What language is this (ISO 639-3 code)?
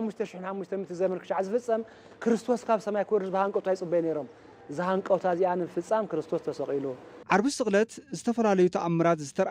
tir